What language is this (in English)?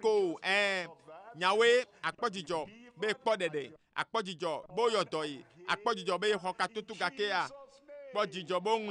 Ewe